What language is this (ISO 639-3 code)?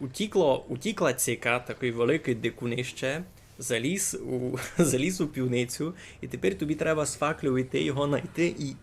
rue